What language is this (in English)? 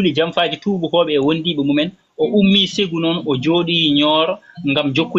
Fula